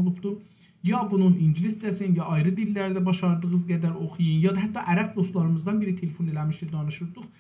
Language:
South Azerbaijani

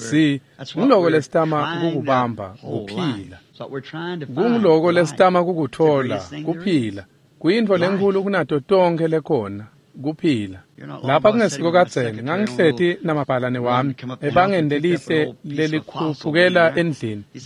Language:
Swati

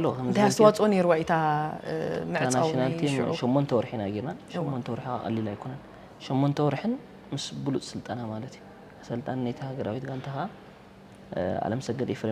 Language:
Tigrinya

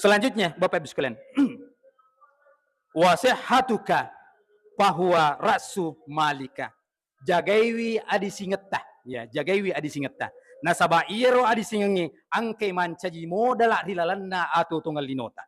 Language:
Buginese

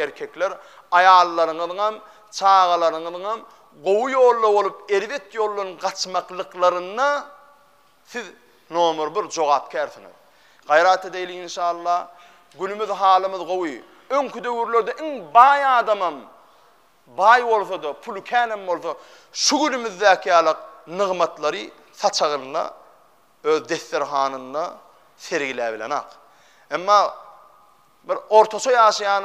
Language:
Turkmen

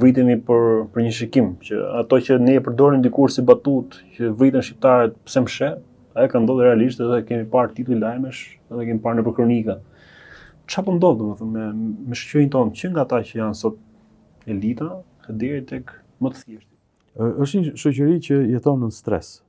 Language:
Albanian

